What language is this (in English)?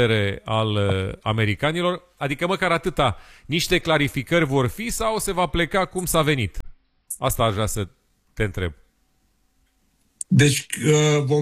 Romanian